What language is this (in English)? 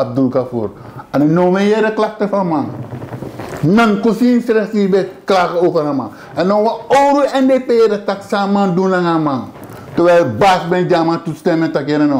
Sranan Tongo